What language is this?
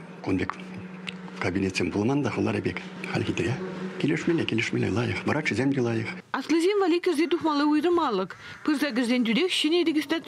Chuvash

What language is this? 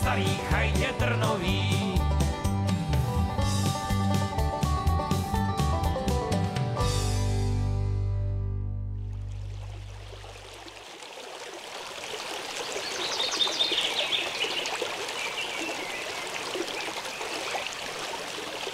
Czech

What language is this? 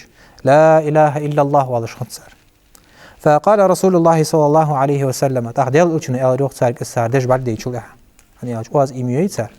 Ingush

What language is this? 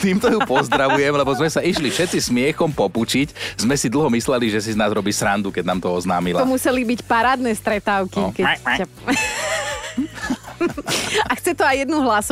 Slovak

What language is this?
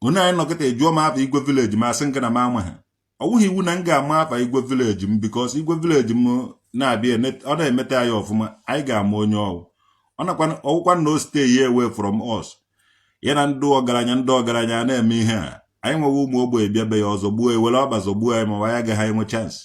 Igbo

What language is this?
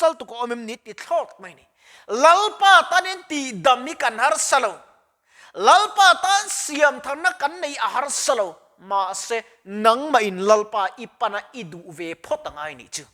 Mizo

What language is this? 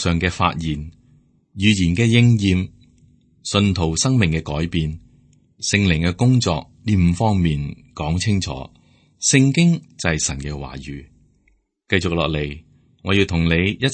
Cantonese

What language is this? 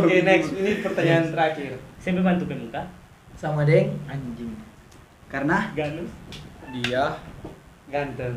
Manado Malay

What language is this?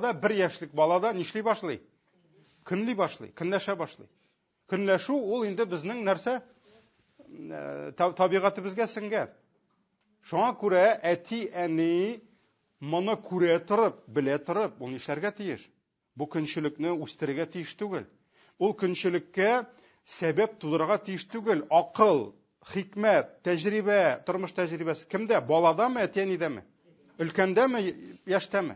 Tatar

